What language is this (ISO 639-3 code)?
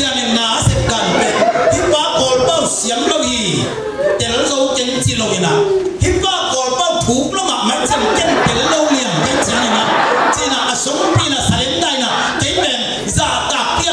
ctd